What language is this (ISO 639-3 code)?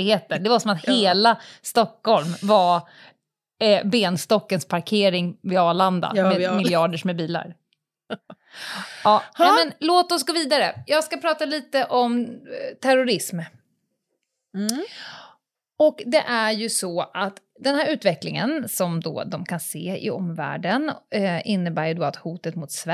swe